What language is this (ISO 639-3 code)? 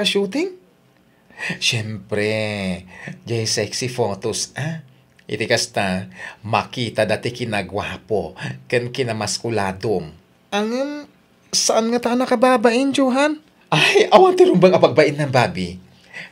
ilo